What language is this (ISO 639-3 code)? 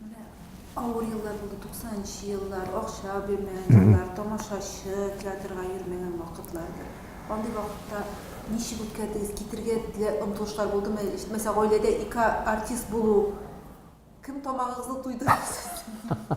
tat